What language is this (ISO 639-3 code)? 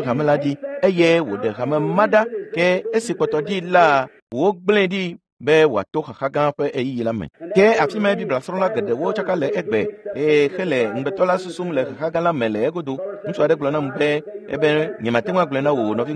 ewe